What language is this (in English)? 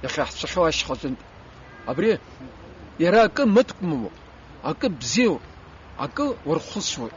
Abkhazian